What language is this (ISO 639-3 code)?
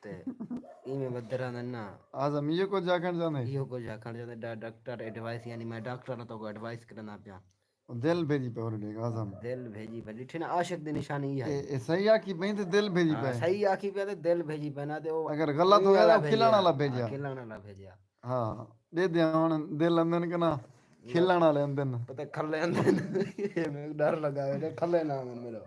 skr